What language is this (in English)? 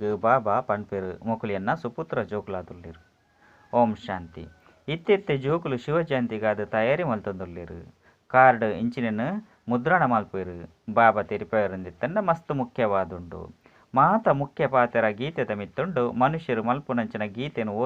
Tulu